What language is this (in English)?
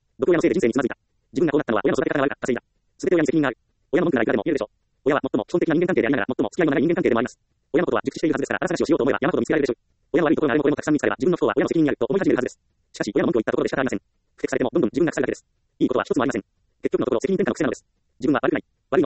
Japanese